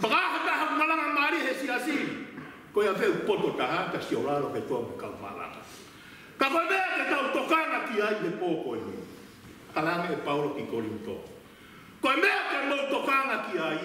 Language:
Tongan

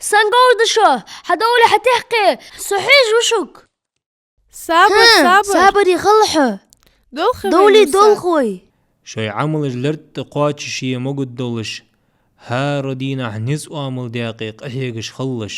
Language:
Ingush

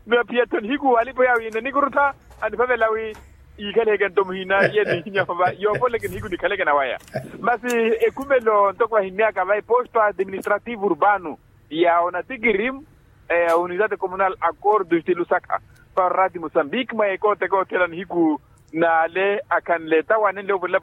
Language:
Makhuwa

